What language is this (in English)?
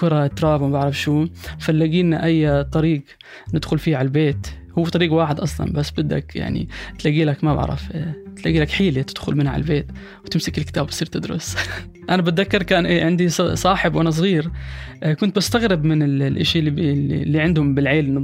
North Levantine Arabic